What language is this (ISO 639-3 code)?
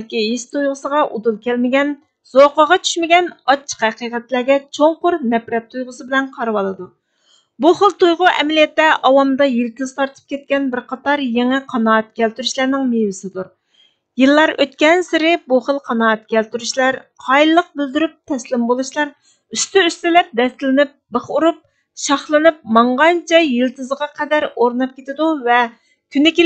uig